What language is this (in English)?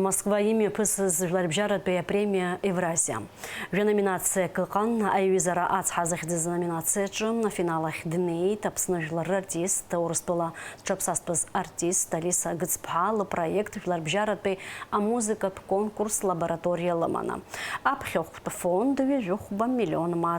Abkhazian